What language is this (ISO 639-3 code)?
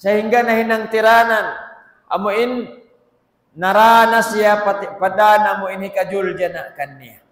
tsg